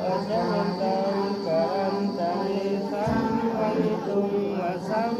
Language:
Pali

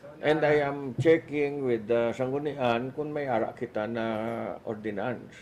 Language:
Hiligaynon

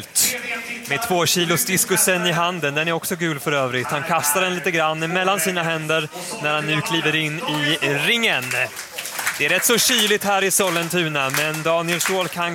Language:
Swedish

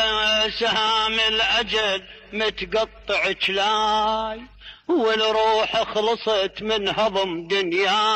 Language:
Mesopotamian Arabic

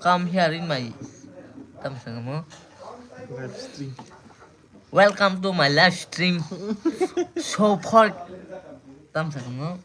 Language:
Kok Borok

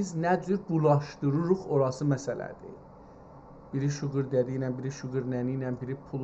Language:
South Azerbaijani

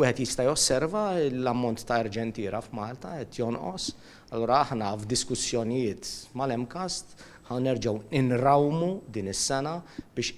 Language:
Maltese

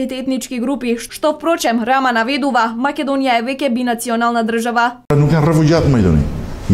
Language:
Macedonian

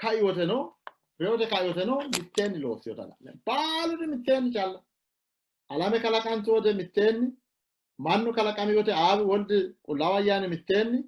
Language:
Sidamo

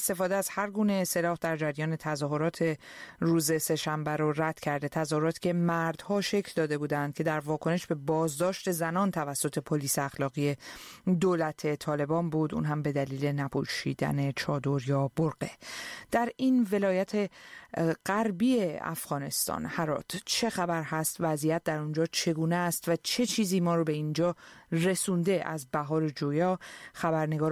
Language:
Persian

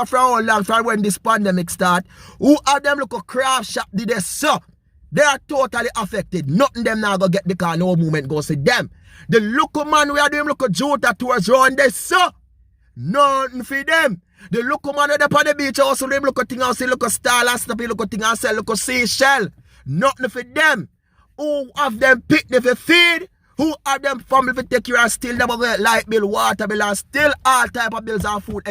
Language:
Jamaican Creole English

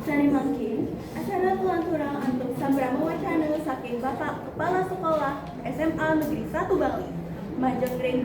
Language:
Balinese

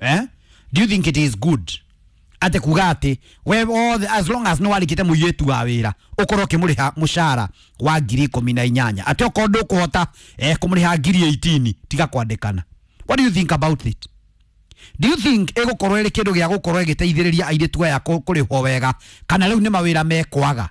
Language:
Kikuyu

